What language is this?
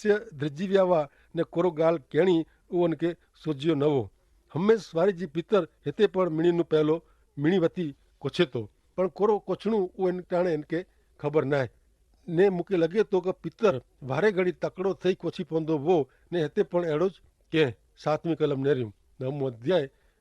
Kachhi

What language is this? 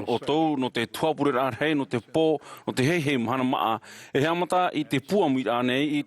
Tahitian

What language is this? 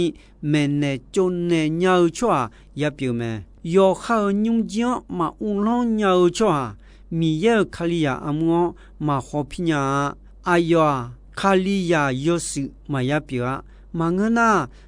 Akha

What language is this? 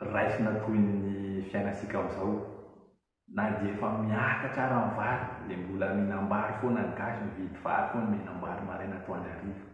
Malagasy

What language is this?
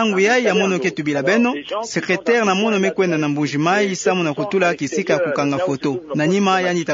Kituba (Democratic Republic of Congo)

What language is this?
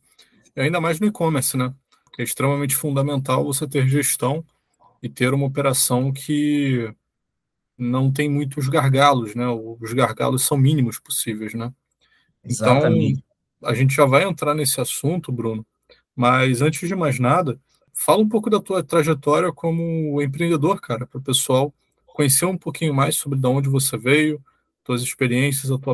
Portuguese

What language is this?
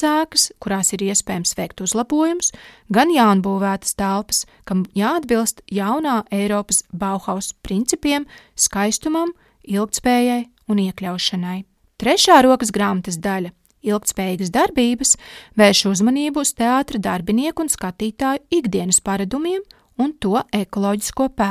Latvian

